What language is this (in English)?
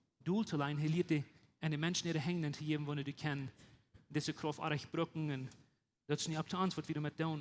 Plautdietsch